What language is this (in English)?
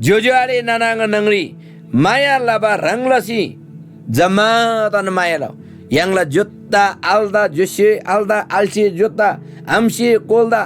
Eastern Tamang